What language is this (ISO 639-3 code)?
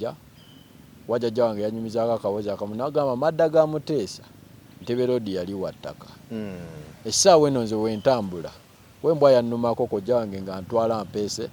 lug